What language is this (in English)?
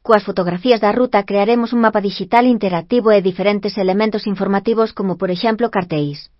Galician